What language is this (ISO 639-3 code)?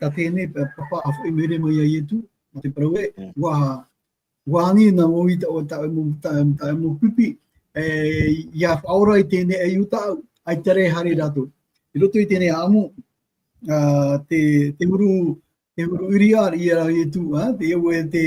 tah